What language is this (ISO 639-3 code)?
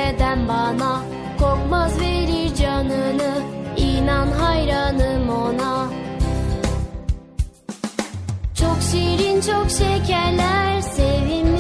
tur